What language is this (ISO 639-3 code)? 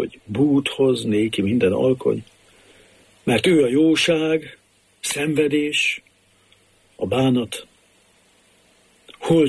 hun